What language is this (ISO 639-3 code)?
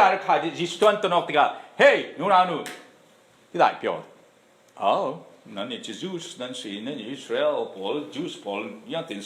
cfm